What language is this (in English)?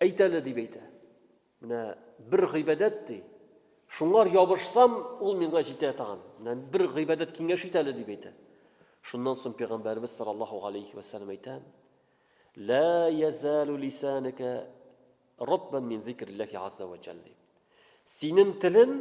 Tatar